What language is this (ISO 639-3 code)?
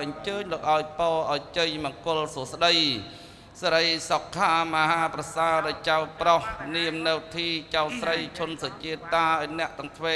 khm